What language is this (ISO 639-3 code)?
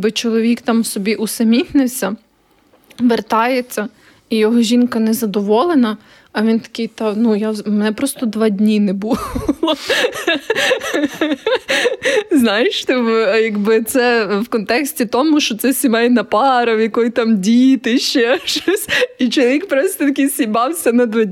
ukr